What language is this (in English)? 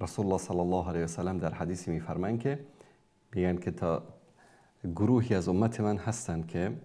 Persian